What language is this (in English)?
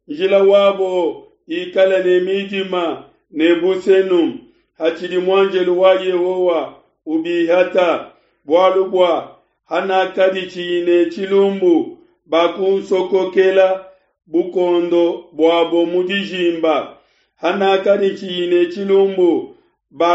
Luba-Lulua